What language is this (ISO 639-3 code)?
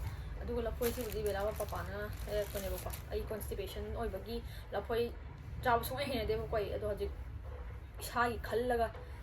mni